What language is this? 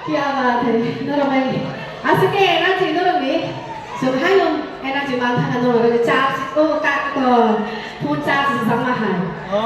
Kok Borok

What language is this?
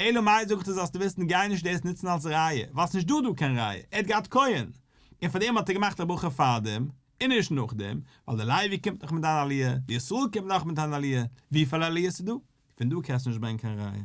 Yiddish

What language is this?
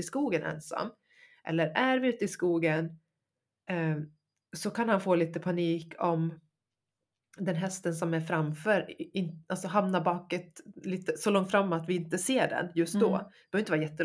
Swedish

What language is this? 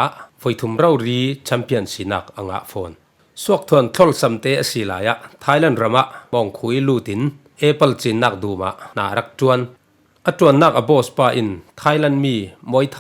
Falam Chin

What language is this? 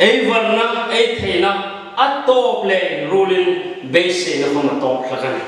Hmar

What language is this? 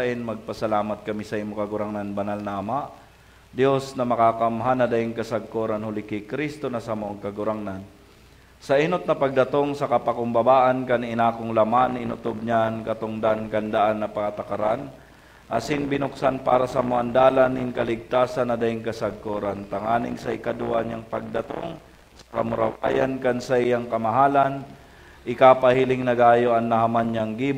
Bikol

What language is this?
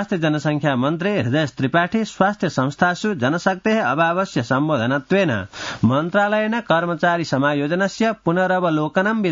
Sanskrit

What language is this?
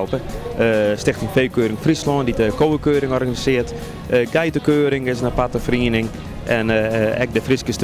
Western Frisian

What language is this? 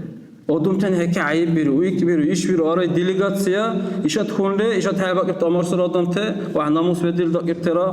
Dargwa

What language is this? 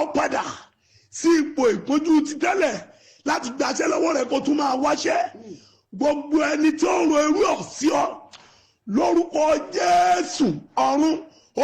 Yoruba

